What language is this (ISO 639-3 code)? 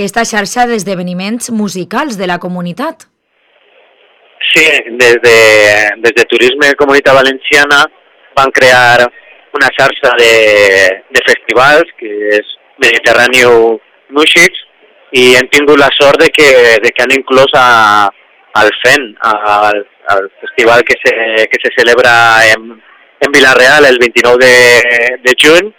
cat